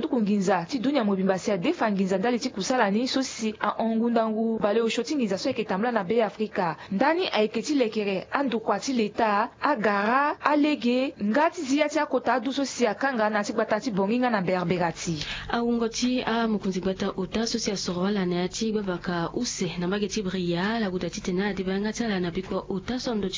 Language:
Sango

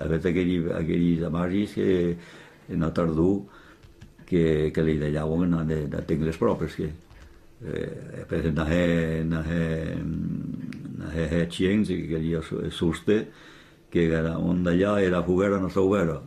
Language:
Occitan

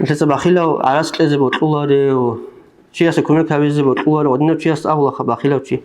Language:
Avaric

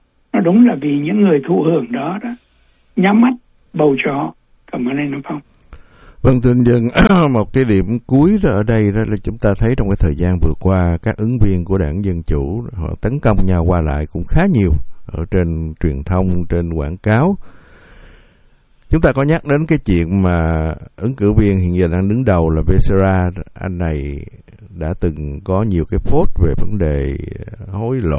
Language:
Vietnamese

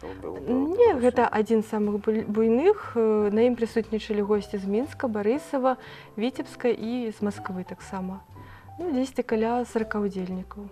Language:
Belarusian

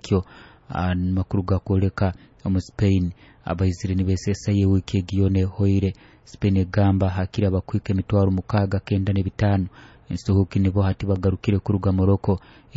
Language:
Nyoro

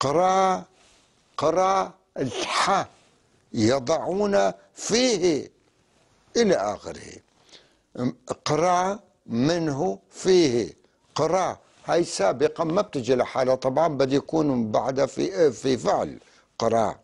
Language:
North Levantine Arabic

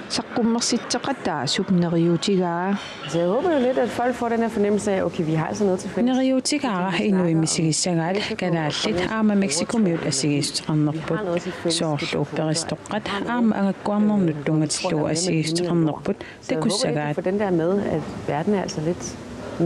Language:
Kalaallisut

